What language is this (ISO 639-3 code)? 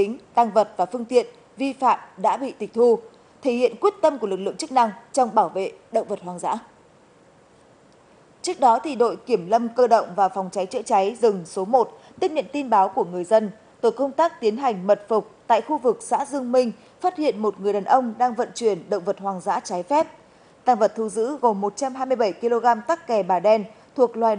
vie